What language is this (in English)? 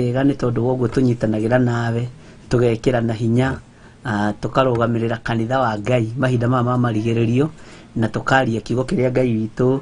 Kikuyu